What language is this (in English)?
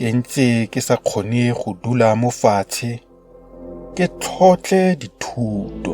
Tswana